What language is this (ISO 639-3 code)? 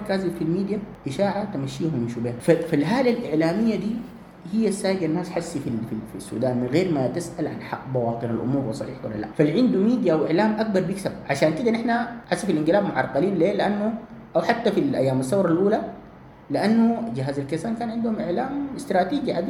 apd